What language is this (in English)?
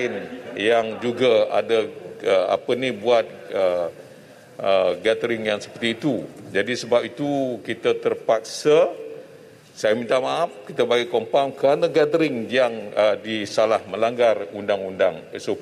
Malay